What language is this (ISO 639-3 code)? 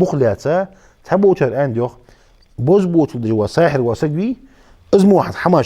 inh